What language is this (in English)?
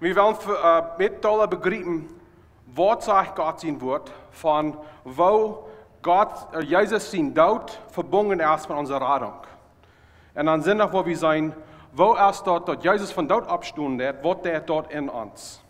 Plautdietsch